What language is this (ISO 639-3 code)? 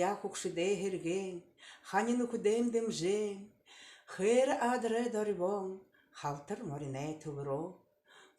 bua